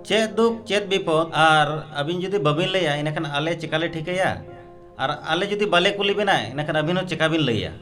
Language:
Santali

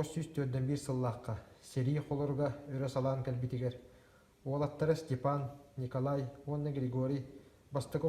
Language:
Yakut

